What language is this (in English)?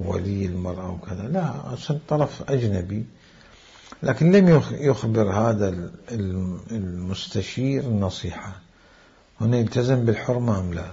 Mesopotamian Arabic